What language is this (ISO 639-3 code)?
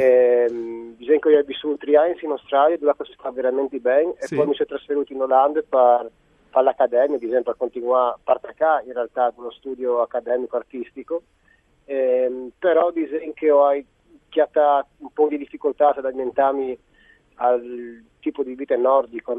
fur